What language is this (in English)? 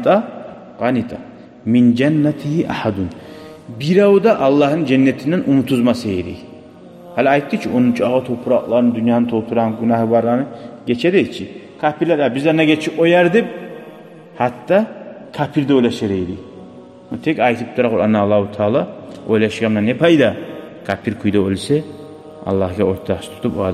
Kumyk